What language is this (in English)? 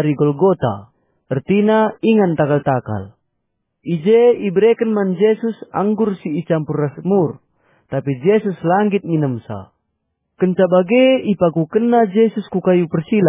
Batak Karo